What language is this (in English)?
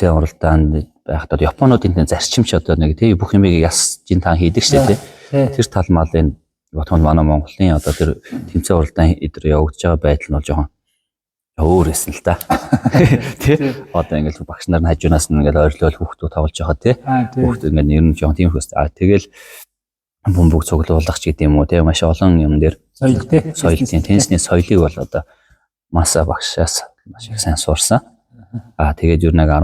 Mongolian